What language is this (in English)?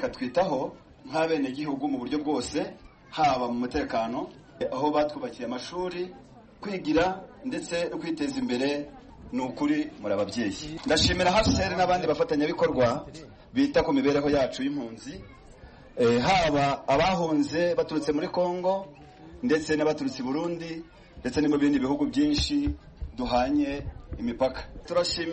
Kinyarwanda